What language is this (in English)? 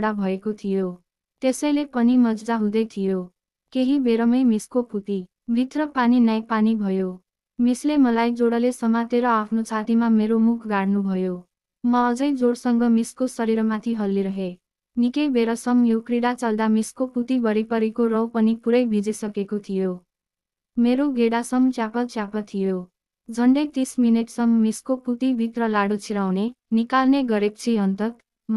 Nepali